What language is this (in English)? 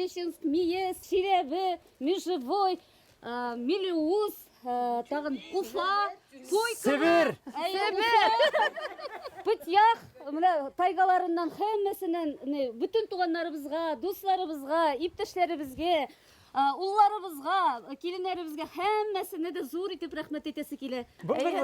Bashkir